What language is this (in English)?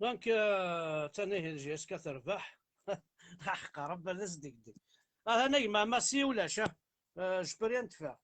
Kabyle